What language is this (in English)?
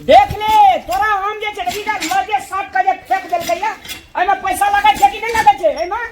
Maithili